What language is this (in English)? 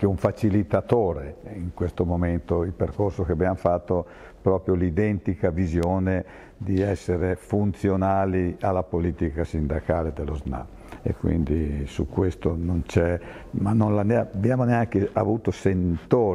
Italian